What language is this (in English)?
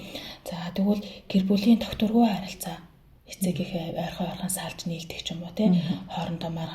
Mongolian